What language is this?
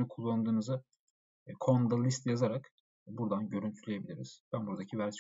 Turkish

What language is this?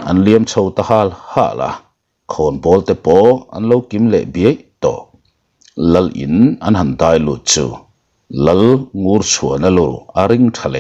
Mizo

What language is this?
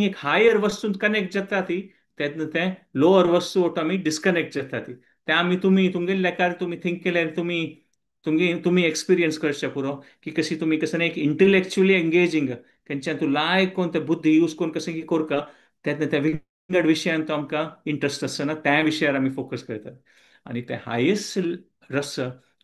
Konkani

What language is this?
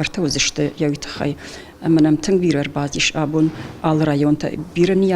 Ossetic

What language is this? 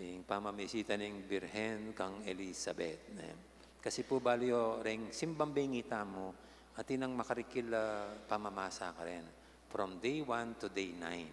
Pampanga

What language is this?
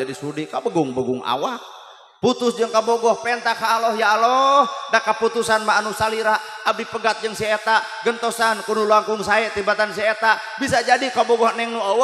Sundanese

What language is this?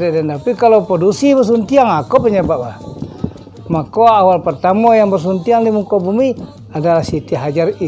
Minangkabau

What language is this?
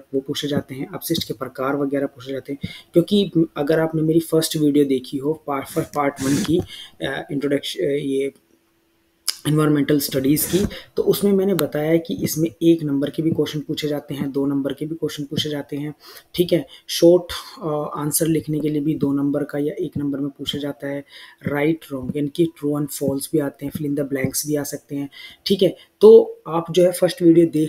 Hindi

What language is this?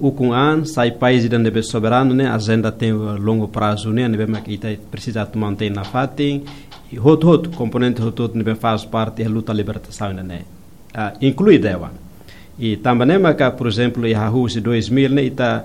Tetum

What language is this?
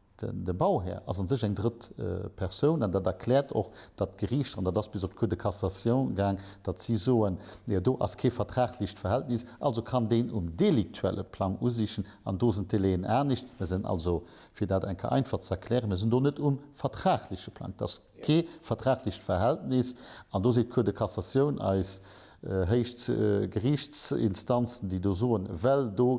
Luxembourgish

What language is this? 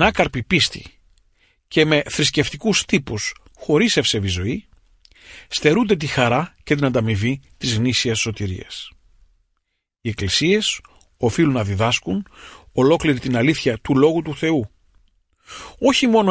Greek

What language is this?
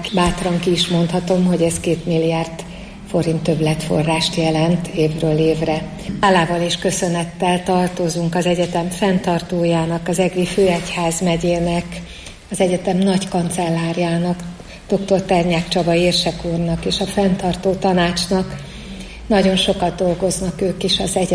Hungarian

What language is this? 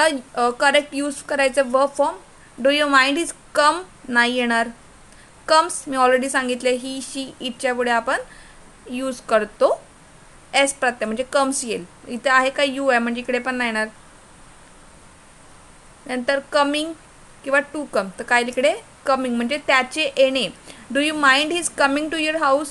Marathi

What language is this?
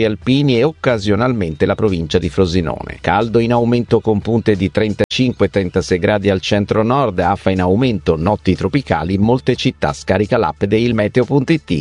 Italian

